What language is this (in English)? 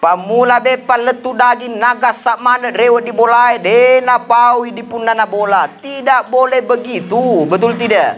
Buginese